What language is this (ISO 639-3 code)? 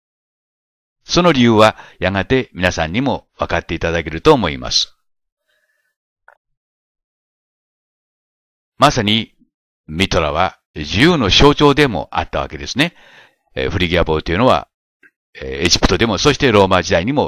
jpn